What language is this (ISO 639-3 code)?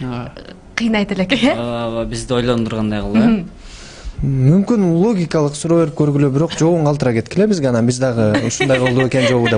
kir